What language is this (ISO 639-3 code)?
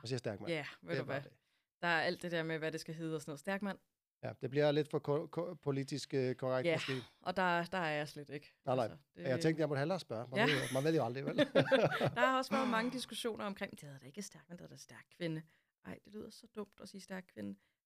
dan